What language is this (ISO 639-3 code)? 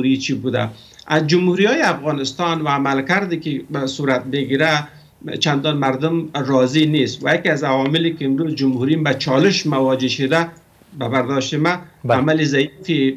fas